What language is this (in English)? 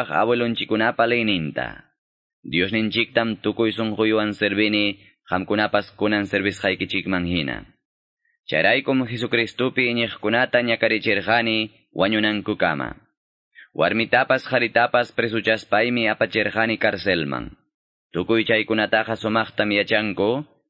Quechua